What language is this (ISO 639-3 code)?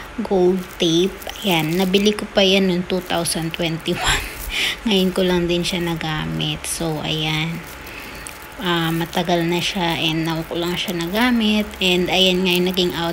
fil